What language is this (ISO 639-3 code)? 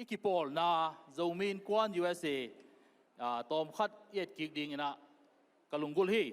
ctd